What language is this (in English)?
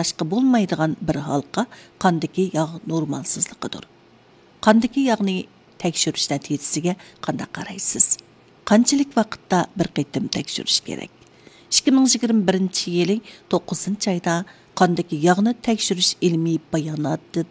Uyghur